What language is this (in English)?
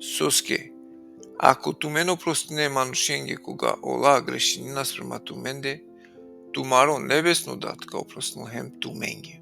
Balkan Romani